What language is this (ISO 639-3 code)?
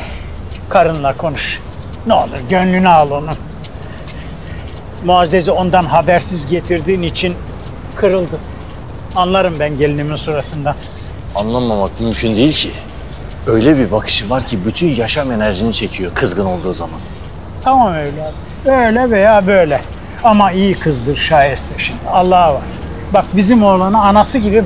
tur